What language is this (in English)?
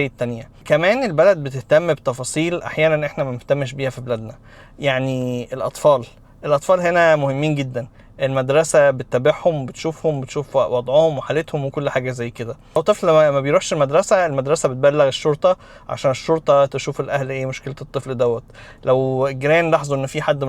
Egyptian Arabic